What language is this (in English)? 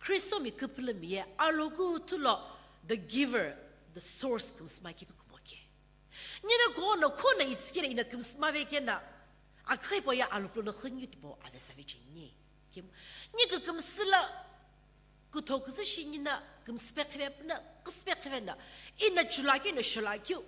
Sumi Naga